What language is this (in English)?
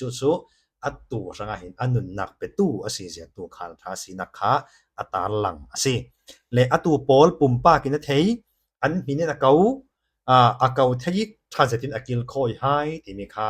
Falam Chin